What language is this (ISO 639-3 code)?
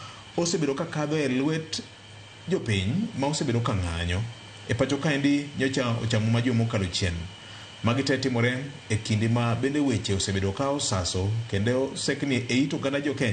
luo